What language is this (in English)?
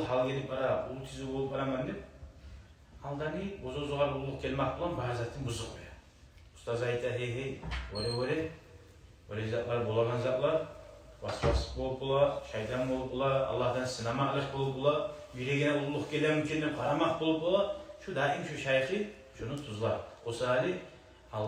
Kumyk